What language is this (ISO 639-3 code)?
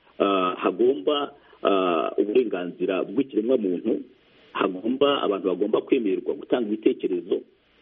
kin